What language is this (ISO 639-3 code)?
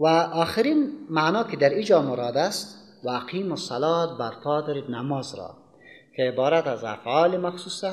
fas